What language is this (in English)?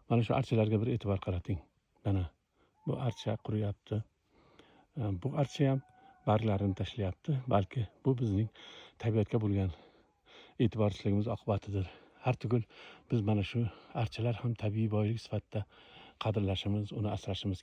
Uzbek